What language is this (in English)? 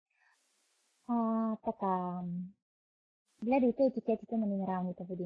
Bulgarian